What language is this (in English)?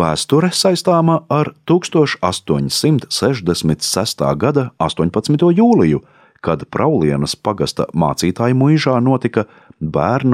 Latvian